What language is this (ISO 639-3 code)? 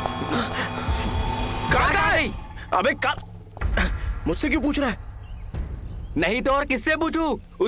hin